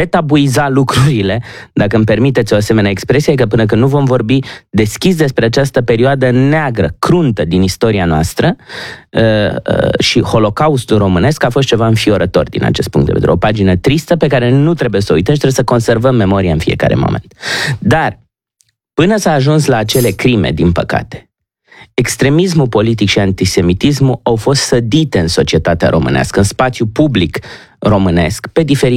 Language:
Romanian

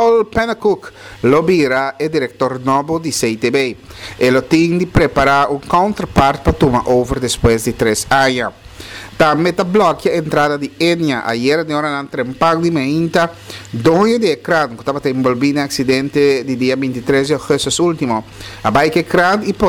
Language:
Papiamento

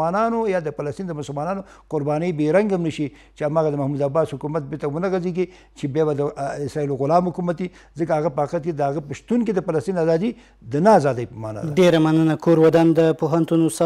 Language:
Pashto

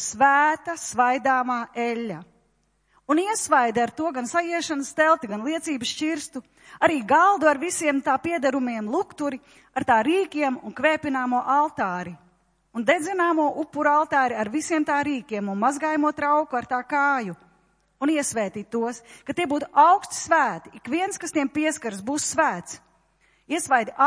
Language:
Latvian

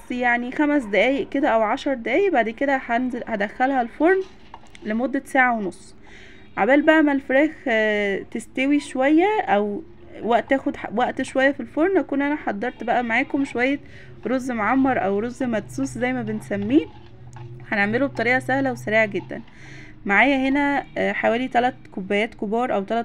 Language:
Egyptian Arabic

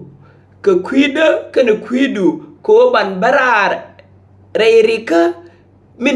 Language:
Nuer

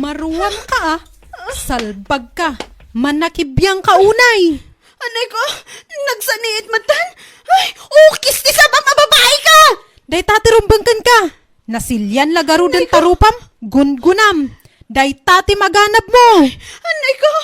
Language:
Iloko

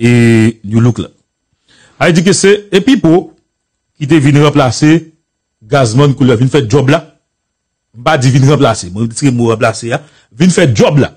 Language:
Haitian Creole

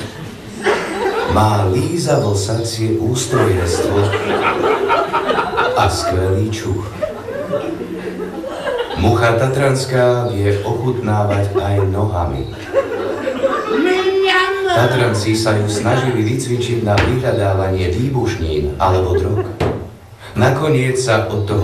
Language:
Slovak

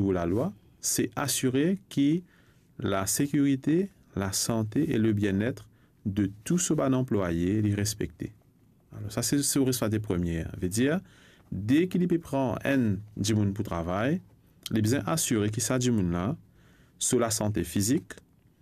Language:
Morisyen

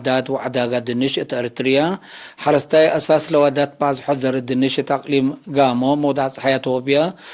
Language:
Tigre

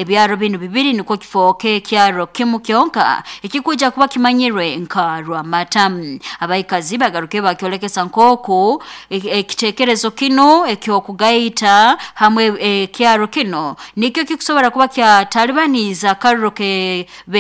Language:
Nyoro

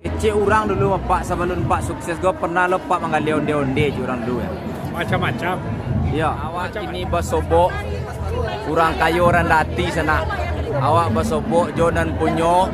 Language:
Minangkabau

